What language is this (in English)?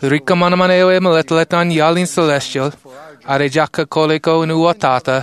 Marshallese